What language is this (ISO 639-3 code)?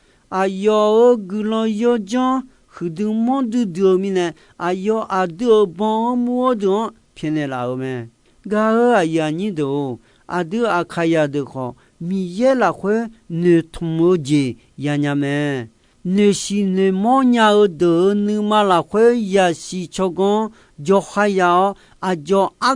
ahk